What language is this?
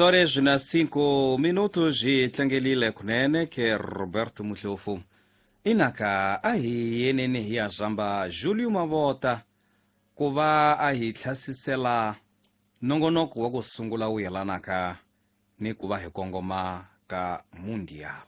Tsonga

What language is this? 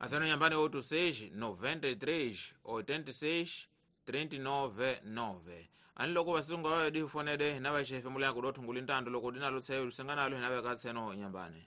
Tsonga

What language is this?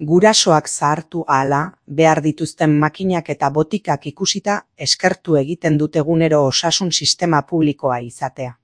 Basque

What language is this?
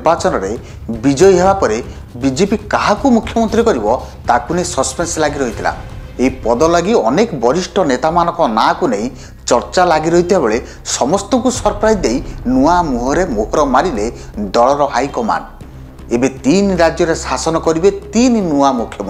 Odia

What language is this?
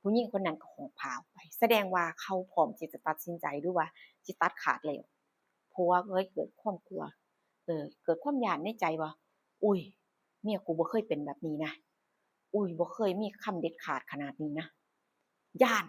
Northeastern Thai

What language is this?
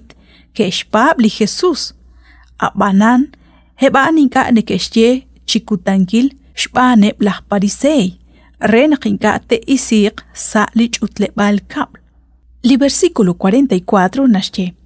Kekchí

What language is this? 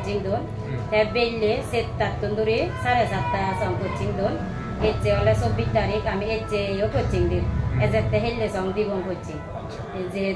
Chakma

